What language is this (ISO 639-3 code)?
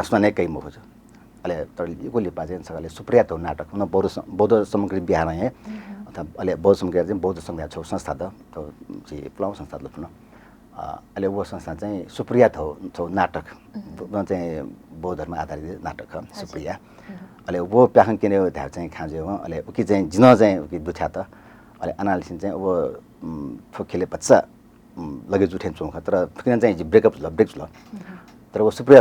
new